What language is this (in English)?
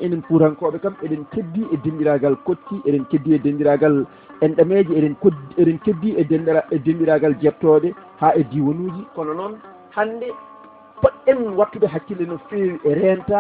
Fula